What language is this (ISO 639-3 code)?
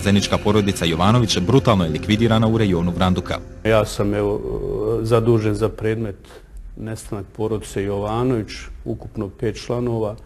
bos